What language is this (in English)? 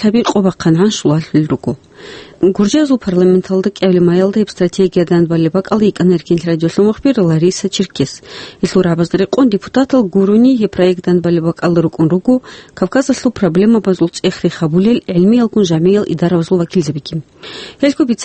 Avaric